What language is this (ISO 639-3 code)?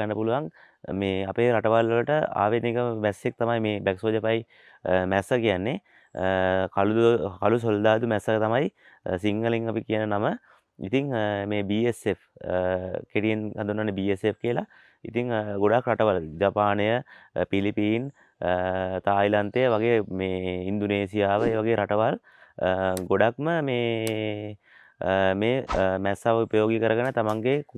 sin